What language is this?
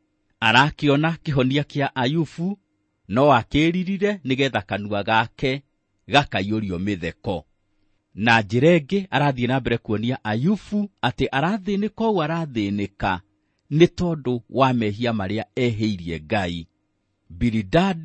Kikuyu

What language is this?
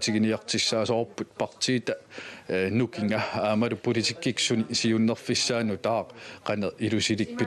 Kalaallisut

